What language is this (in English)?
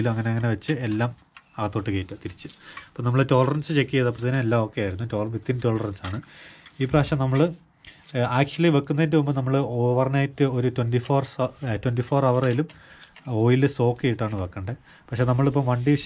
Malayalam